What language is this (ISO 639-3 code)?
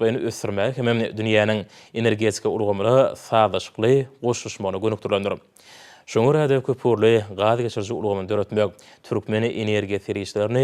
tuk